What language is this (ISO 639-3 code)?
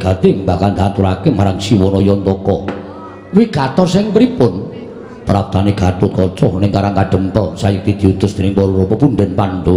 jav